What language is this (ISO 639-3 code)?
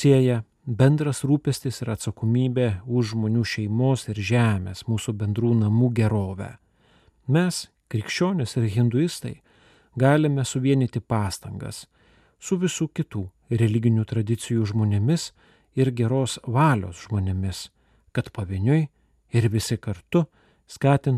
lit